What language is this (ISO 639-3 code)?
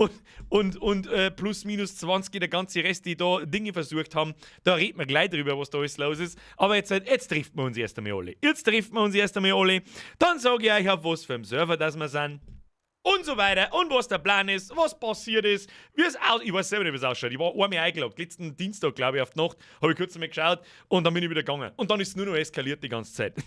bar